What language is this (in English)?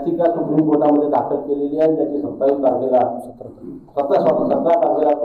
Marathi